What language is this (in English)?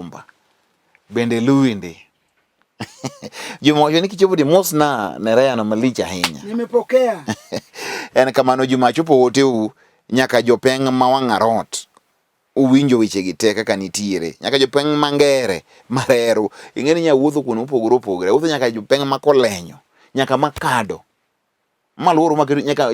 Luo (Kenya and Tanzania)